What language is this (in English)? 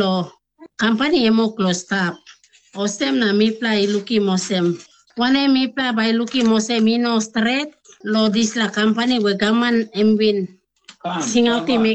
Tok Pisin